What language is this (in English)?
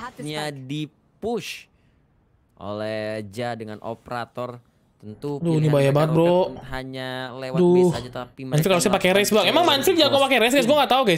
Indonesian